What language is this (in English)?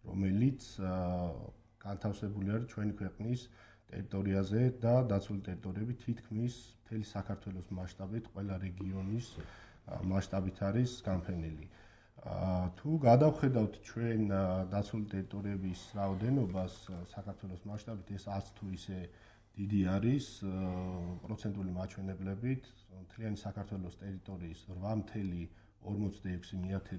Georgian